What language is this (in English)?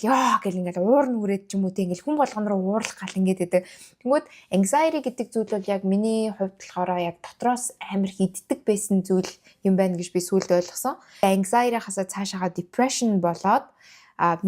Mongolian